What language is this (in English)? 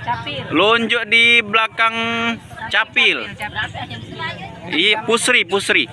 Musi